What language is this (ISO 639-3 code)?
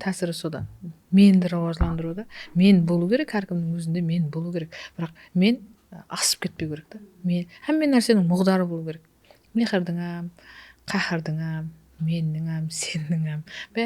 kaa